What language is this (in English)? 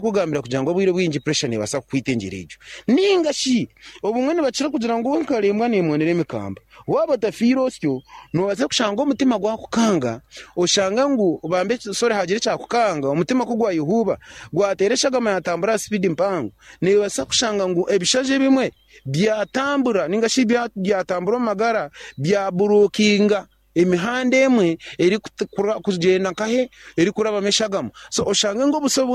Nyankole